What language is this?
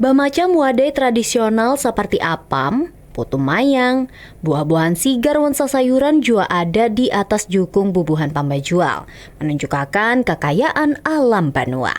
Banjar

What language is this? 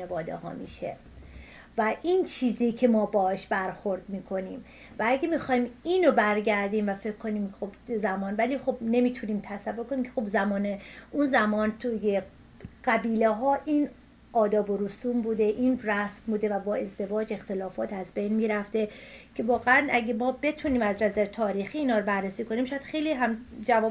Persian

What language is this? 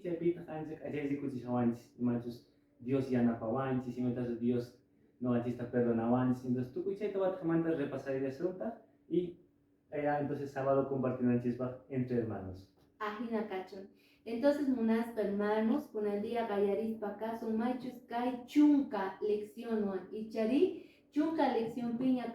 Quechua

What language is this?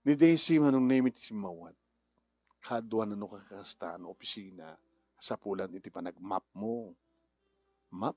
Iloko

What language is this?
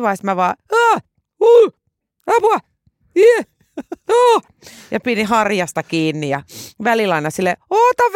Finnish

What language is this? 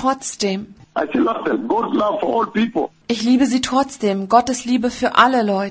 German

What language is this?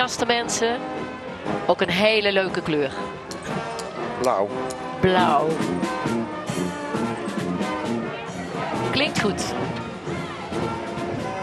Dutch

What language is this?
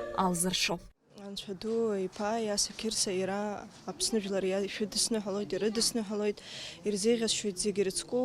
Abkhazian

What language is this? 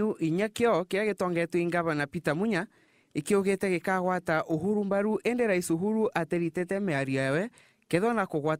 Meru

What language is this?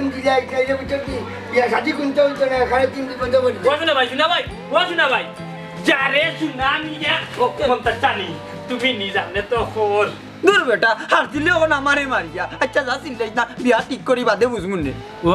Sylheti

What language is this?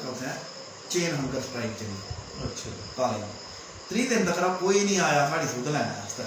Dogri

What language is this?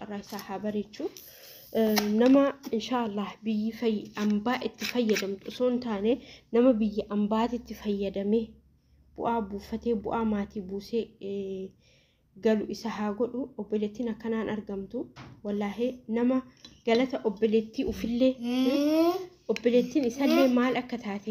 Oromo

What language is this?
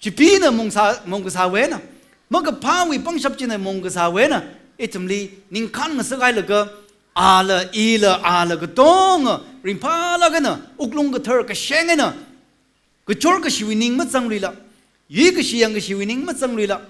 Tangkhul Naga (India)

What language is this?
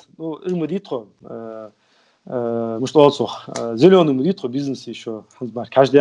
Ingush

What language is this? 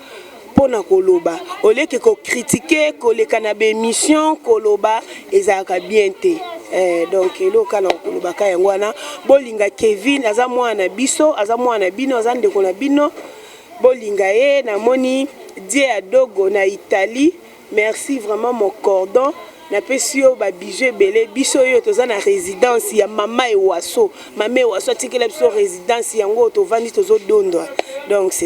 Lingala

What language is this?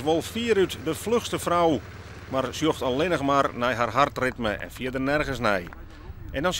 Western Frisian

